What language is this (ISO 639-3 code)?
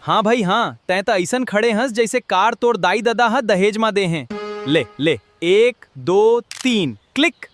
hne